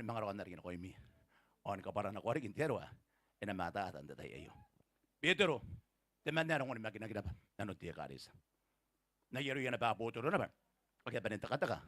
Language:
Gilbertese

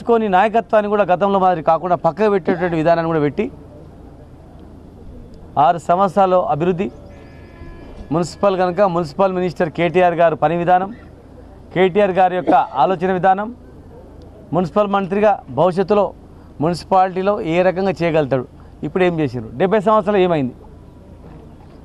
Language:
Telugu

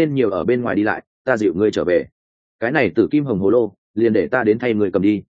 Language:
Vietnamese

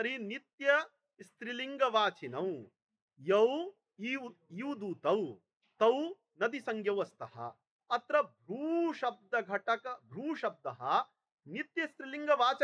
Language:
Sanskrit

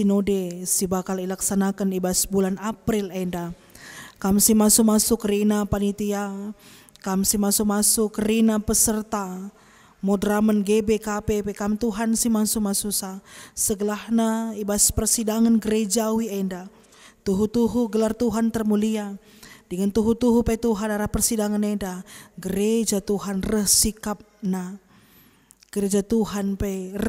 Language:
Batak Karo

